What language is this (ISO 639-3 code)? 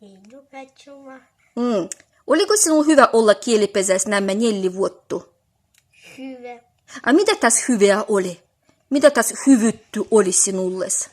olo